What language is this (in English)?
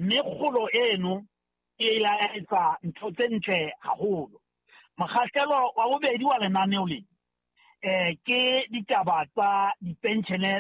Southern Sotho